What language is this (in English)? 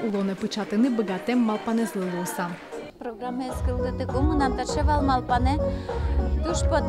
Udmurt